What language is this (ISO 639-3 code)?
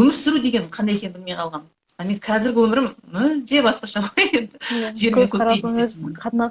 kaz